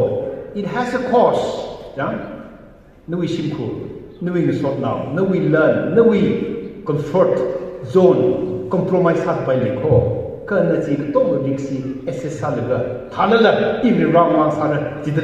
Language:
Tangkhul Naga (India)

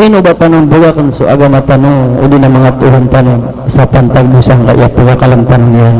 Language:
Maranao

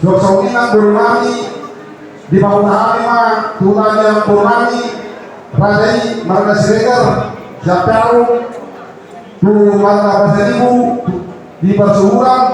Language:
Batak Toba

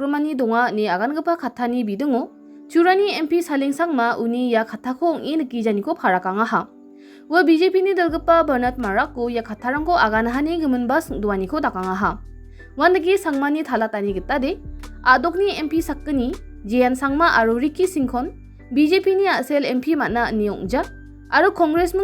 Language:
Garo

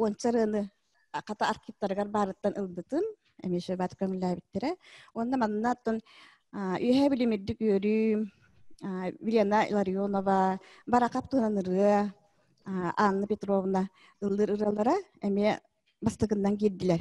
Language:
Yakut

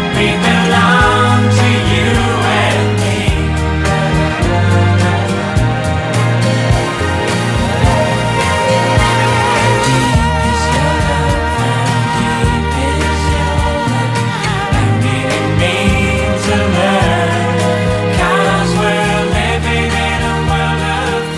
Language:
English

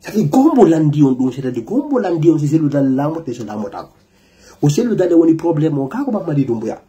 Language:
Fula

